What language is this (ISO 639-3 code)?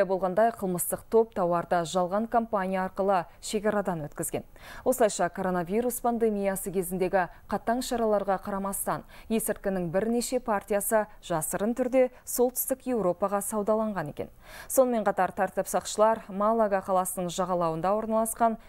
kaz